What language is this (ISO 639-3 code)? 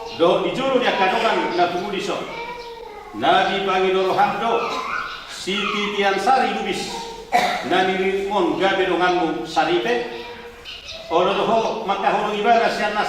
bbc